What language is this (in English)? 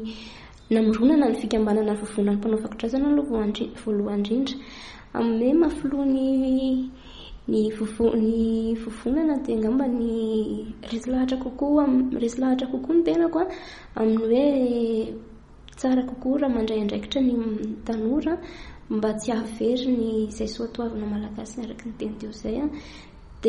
Malagasy